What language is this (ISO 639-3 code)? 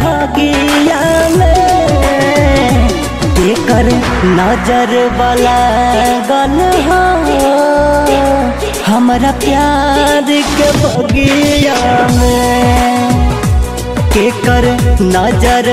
bho